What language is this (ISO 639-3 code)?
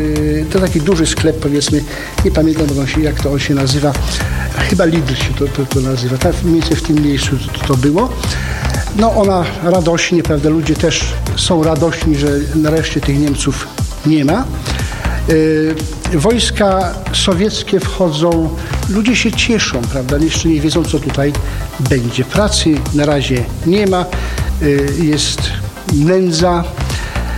pol